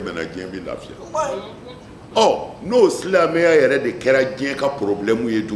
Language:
Bambara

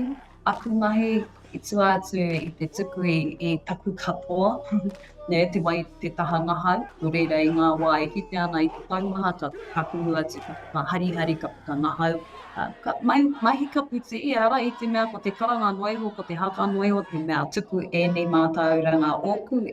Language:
Māori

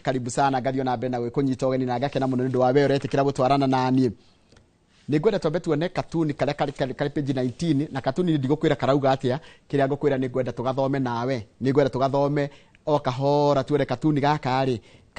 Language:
Kikuyu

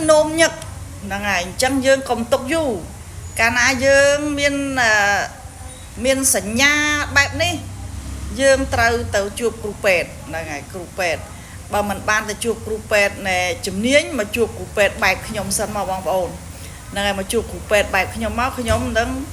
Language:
Khmer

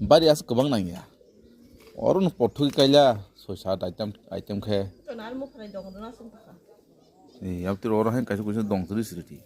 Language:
Kok Borok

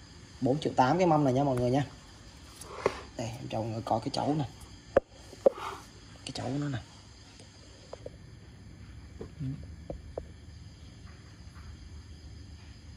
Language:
Vietnamese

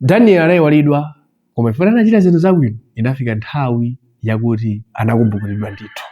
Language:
Nyanja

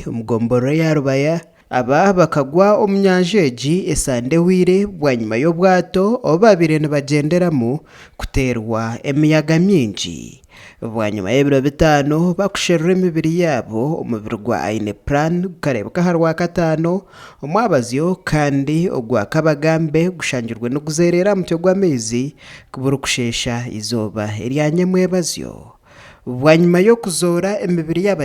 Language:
Nyankole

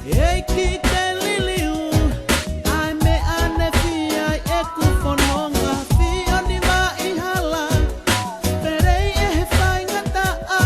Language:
Tongan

